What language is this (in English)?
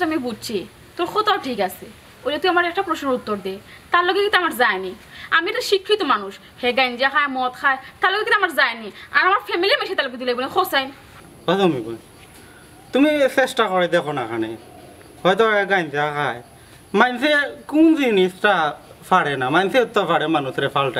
Sylheti